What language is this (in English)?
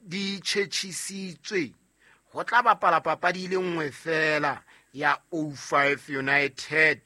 Southern Sotho